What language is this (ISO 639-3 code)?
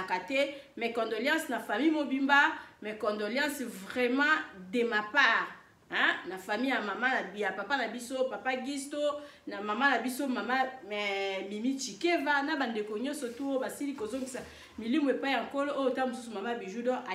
lin